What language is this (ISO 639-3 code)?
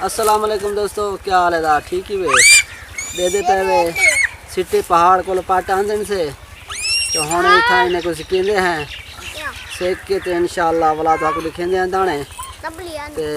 skr